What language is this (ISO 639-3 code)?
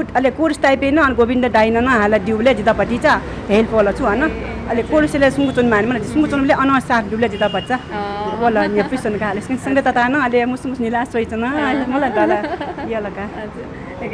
new